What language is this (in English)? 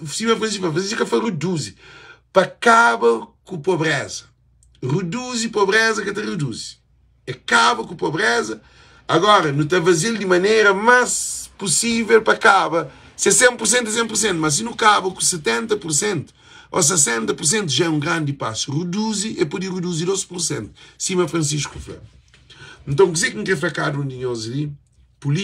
Kabuverdianu